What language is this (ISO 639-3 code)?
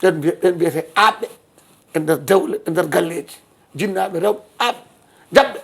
ful